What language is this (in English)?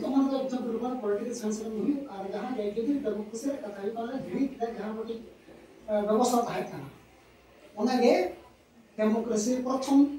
Santali